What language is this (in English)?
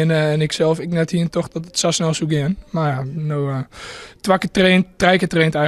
Western Frisian